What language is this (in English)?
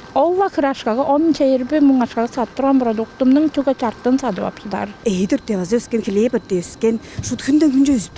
Tuvinian